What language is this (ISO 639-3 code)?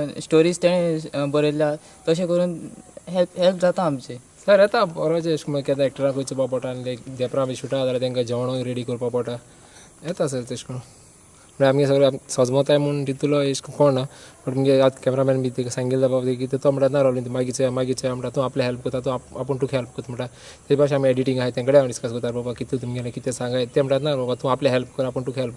kok